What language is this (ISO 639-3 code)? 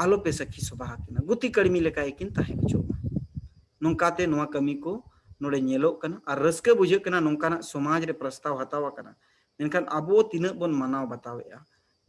sat